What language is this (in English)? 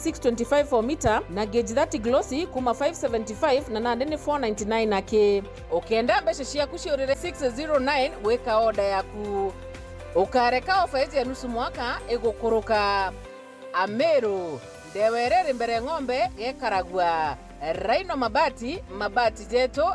Meru